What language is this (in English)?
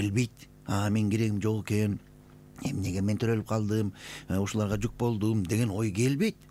Kyrgyz